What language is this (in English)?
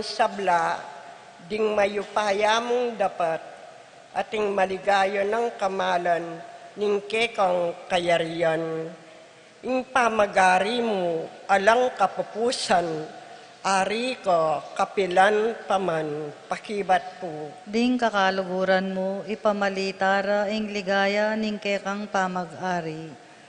Pampanga